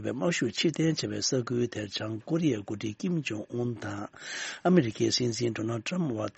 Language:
Tibetan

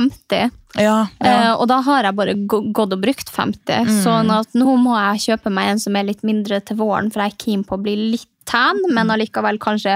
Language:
Norwegian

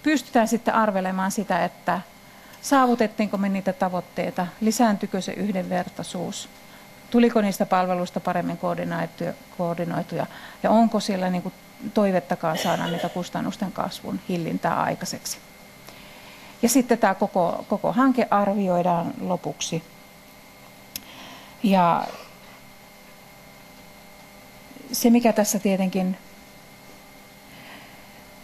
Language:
Finnish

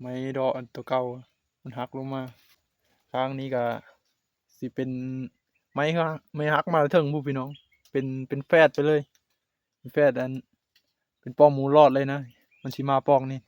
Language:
Northeastern Thai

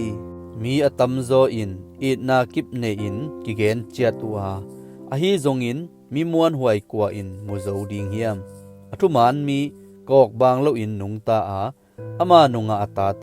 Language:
Tedim Chin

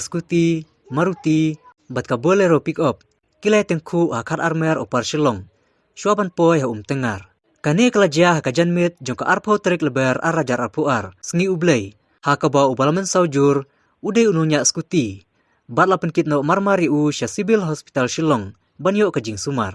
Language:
Khasi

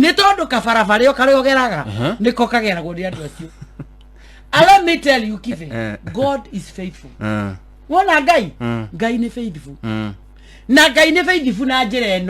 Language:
Kikuyu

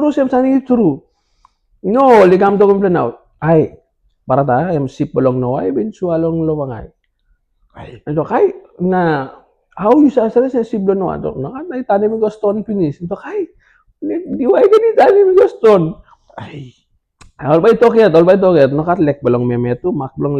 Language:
Tok Pisin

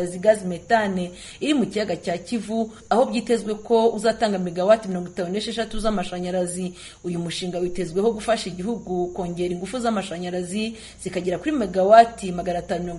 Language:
Kinyarwanda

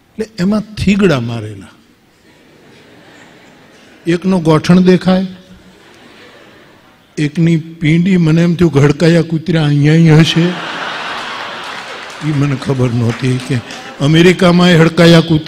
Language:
Gujarati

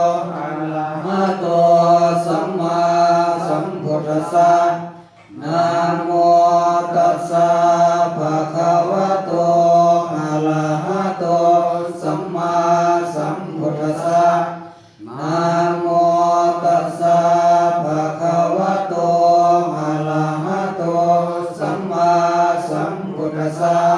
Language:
Pali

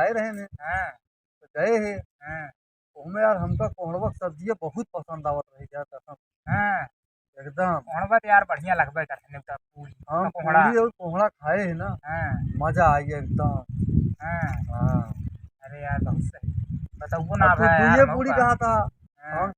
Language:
Awadhi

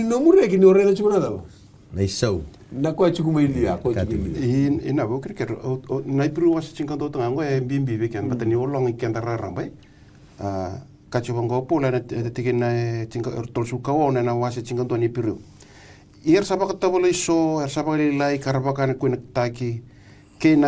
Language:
Fijian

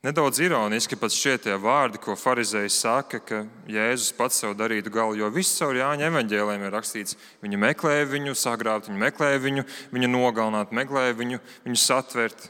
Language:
Latvian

